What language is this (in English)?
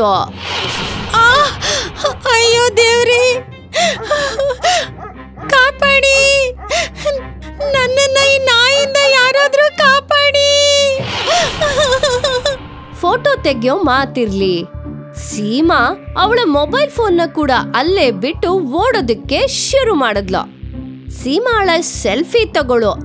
Kannada